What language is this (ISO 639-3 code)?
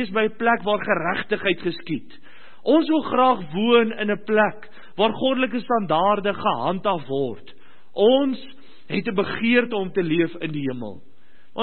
afr